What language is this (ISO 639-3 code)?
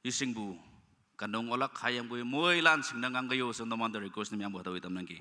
nag